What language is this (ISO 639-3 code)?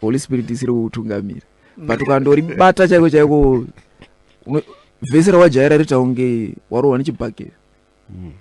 sna